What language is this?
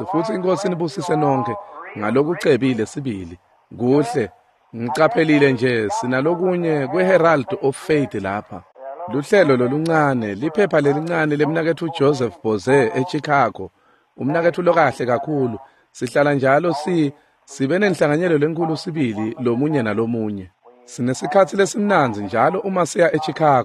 Swati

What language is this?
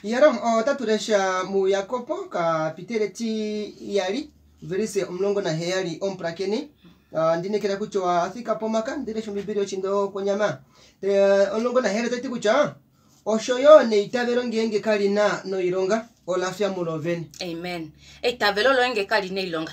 Kuanyama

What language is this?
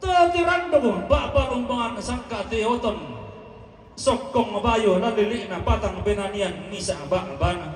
Toraja-Sa'dan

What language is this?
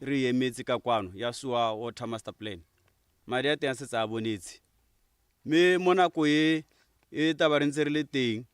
Tswana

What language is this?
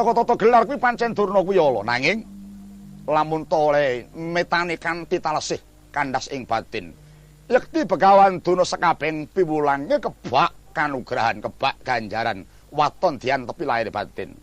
Javanese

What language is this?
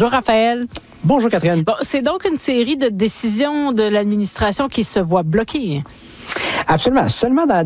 French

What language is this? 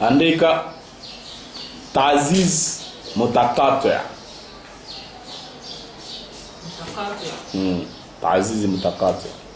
Swahili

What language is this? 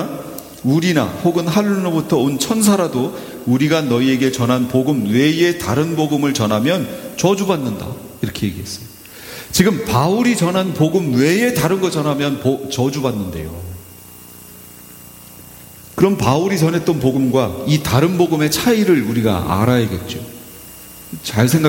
Korean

